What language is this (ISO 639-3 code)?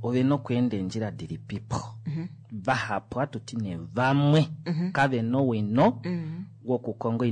kua